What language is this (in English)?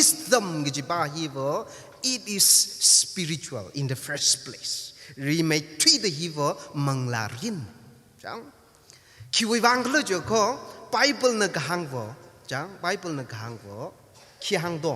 Tangkhul Naga (India)